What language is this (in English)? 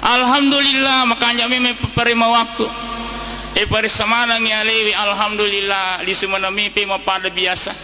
Buginese